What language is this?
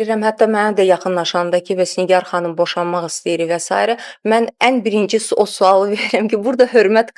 Azerbaijani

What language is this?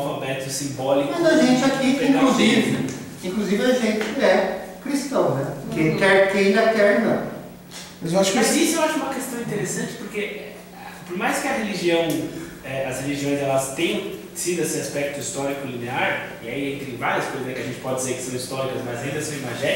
Portuguese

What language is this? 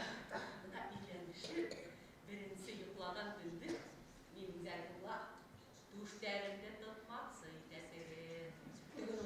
Bashkir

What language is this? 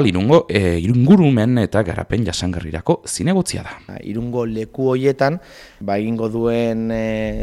Basque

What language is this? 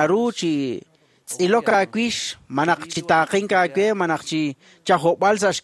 Kekchí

